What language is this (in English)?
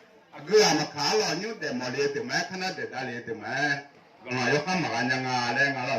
Akha